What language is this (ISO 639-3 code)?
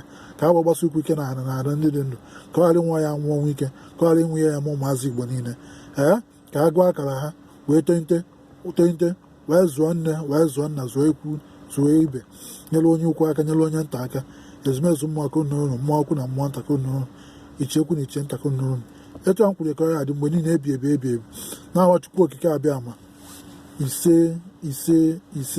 ibo